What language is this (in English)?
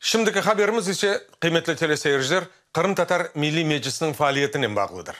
Crimean Tatar